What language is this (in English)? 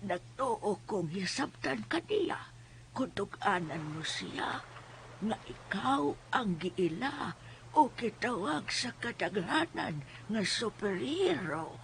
Cebuano